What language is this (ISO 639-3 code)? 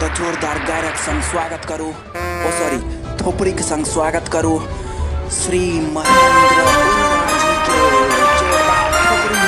mai